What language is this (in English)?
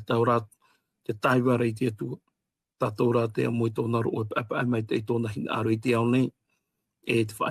Tahitian